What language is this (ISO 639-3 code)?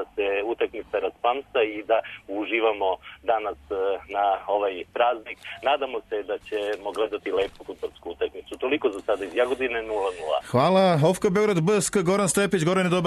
srp